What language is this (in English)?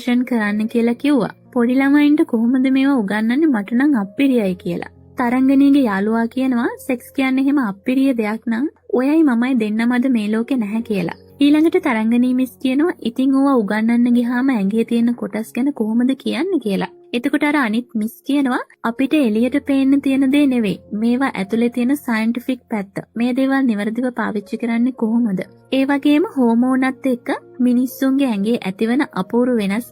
Sinhala